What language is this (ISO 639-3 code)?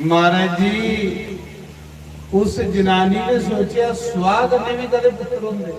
doi